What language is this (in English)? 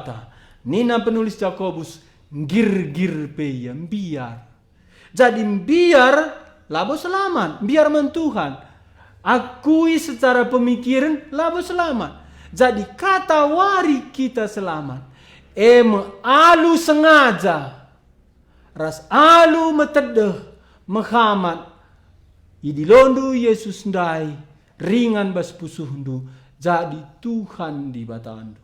Batak Karo